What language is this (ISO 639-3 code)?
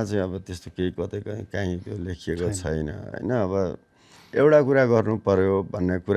nep